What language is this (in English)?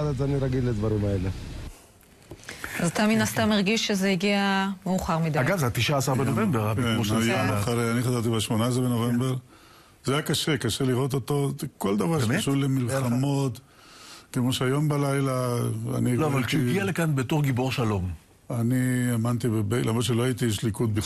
Hebrew